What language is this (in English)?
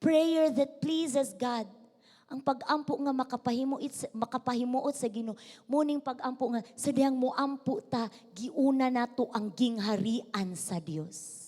Cebuano